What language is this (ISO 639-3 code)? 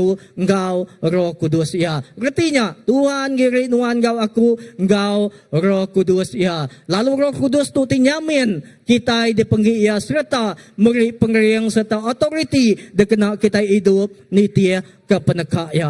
iba